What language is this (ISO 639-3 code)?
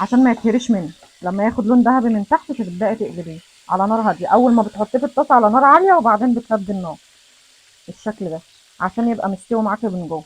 arz